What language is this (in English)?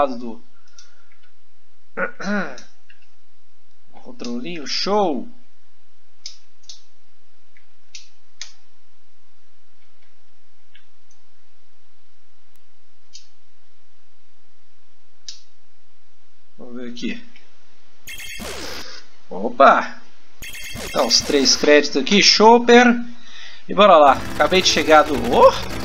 Portuguese